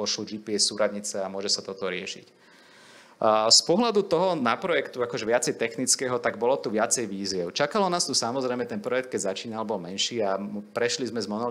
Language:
Slovak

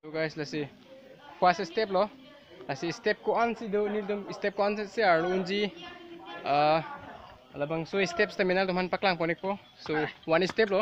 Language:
Karbi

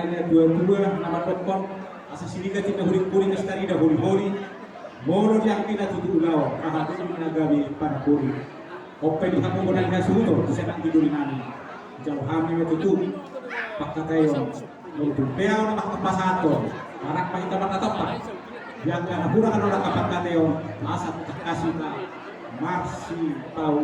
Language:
Batak Toba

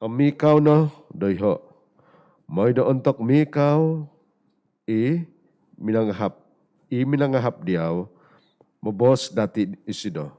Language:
Central Dusun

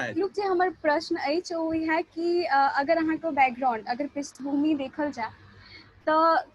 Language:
Maithili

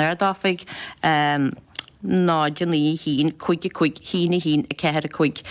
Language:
Irish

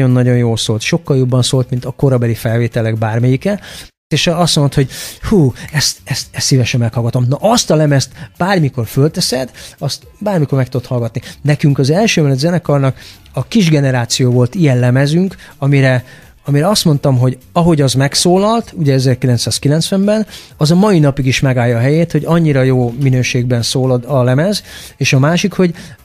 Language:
Hungarian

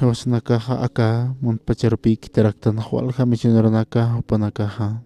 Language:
Aymara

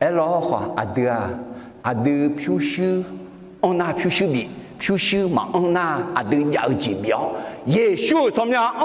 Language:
Akha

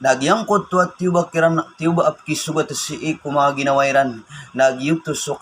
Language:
Maranao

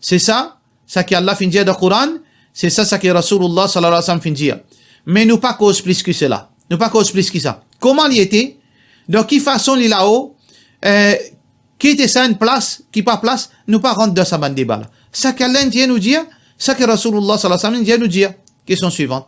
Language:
Morisyen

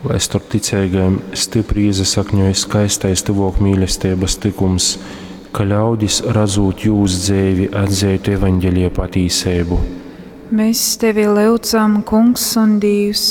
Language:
Latgalian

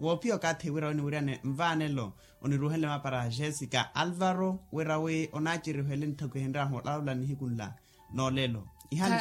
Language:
Makhuwa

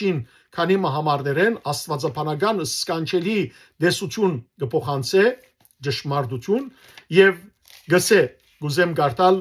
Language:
Western Armenian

